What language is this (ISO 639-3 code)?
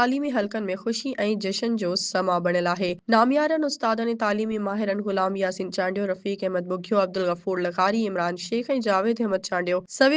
snd